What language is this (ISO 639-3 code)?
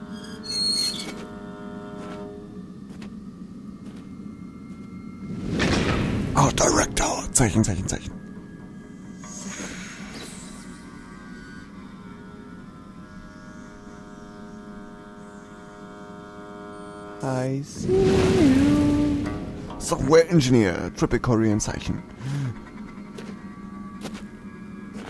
deu